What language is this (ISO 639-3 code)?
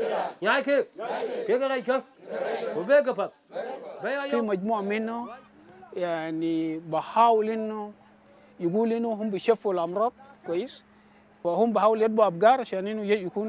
din